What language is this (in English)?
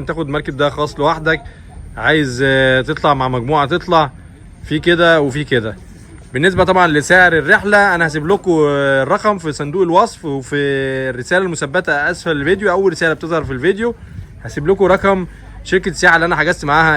Egyptian Arabic